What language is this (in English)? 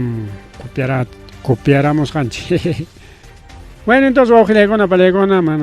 Ayacucho Quechua